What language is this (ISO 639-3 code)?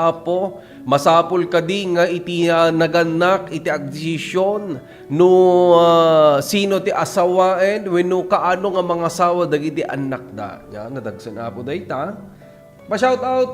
ilo